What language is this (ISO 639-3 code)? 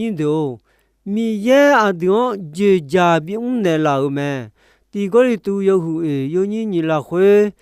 ahk